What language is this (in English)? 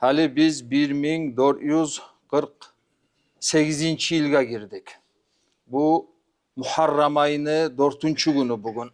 Kumyk